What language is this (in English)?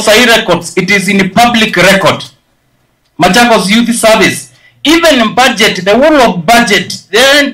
Kamba